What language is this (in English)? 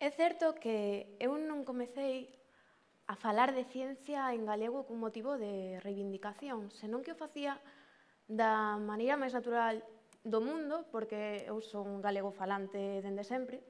Galician